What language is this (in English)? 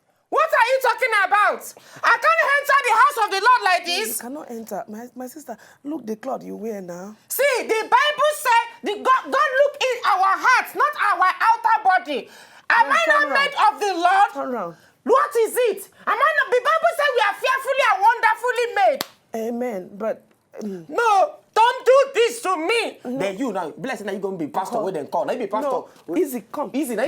Nigerian Pidgin